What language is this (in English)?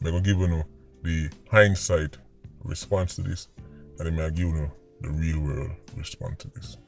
Jamaican Creole English